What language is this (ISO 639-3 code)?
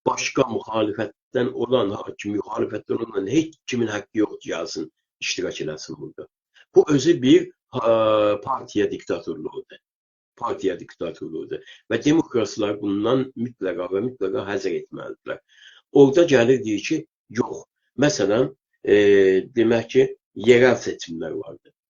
azb